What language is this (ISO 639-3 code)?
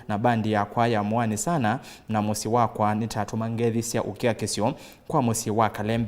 kam